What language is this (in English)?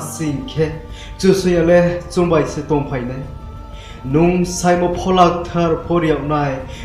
Riang (India)